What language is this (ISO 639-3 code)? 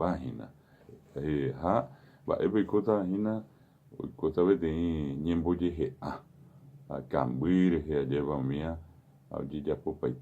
grn